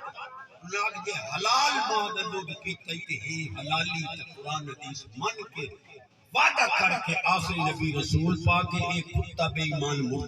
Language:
Saraiki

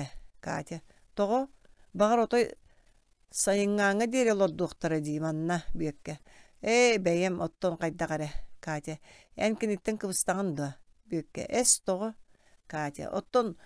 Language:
Yakut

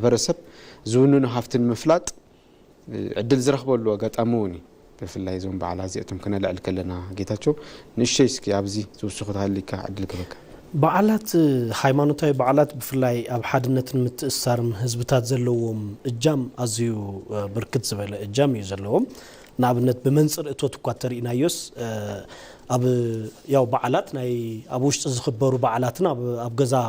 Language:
Tigrinya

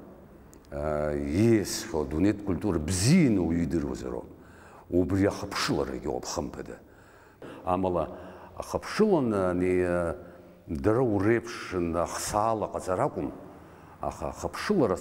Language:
Abkhazian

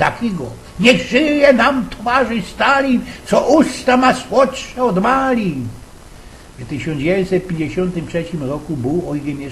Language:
Silesian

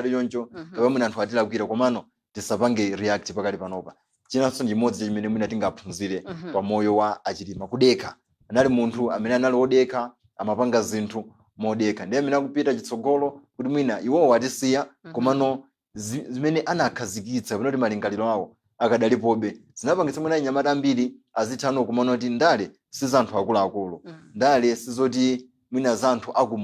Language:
Nyanja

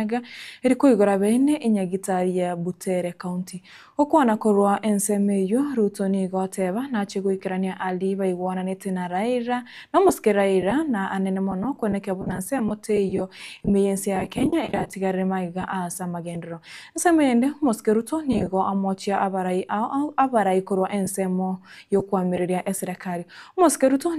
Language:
Gusii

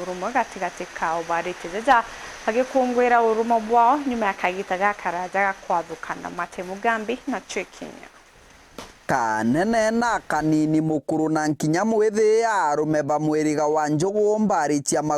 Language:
Meru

